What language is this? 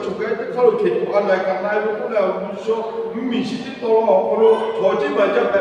Lahu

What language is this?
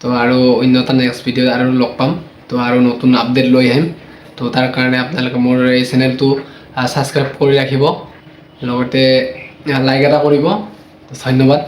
Assamese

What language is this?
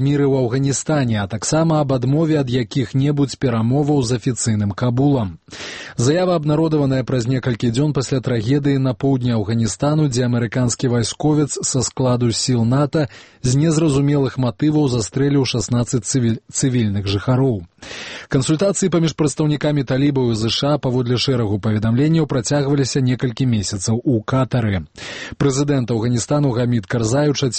Belarusian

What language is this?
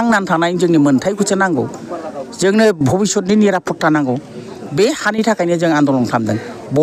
Bodo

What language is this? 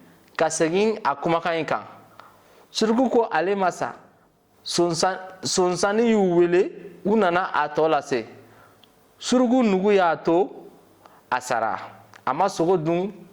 Bambara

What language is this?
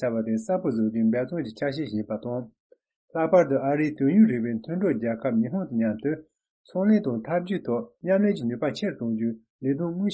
Tibetan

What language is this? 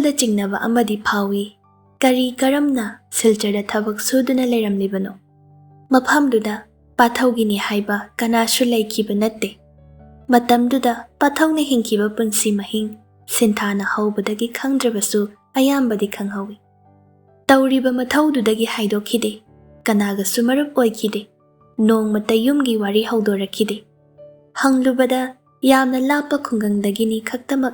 Manipuri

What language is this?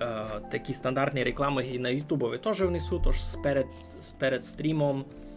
Rusyn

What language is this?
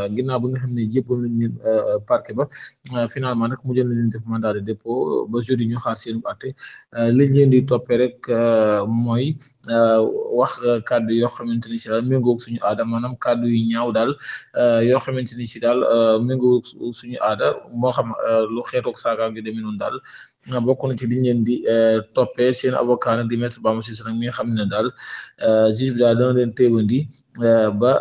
Wolof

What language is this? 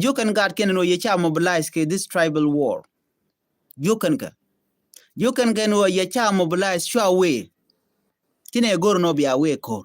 Nuer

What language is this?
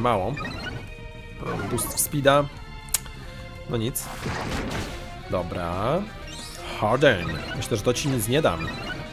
Polish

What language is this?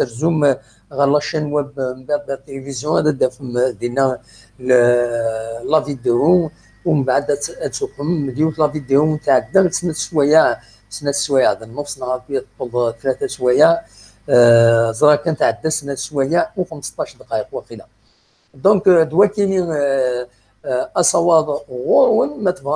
Kabyle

